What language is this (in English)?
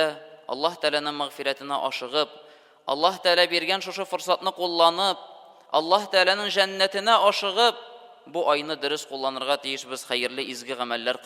Tatar